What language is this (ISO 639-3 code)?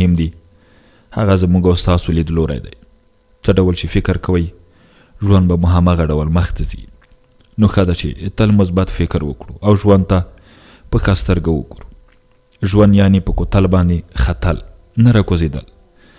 pus